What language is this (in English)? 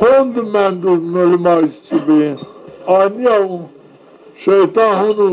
Zaza